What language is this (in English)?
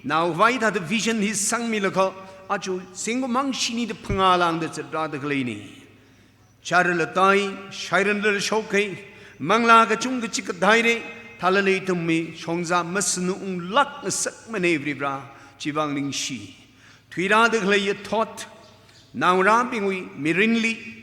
Tangkhul Naga (India)